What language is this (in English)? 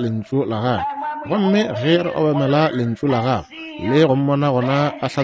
Northern Sotho